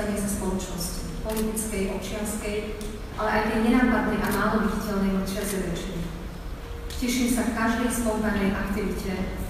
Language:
Slovak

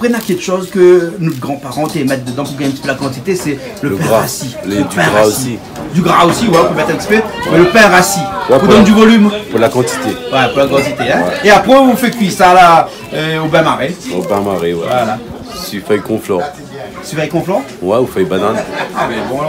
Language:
Réunion Creole French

